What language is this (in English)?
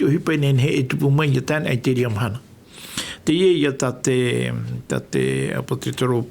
Tahitian